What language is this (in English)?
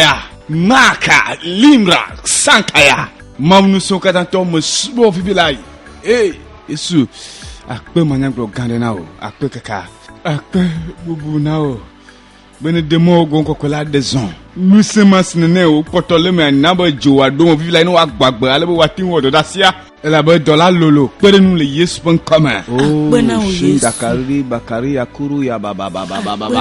Ewe